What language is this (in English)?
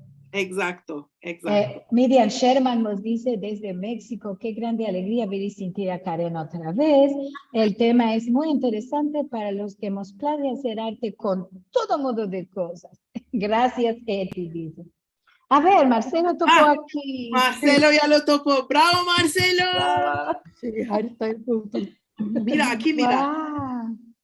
Ladino